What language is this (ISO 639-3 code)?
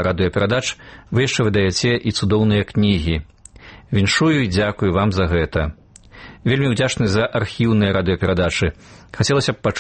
bel